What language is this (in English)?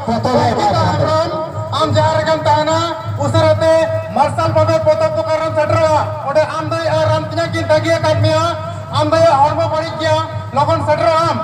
Santali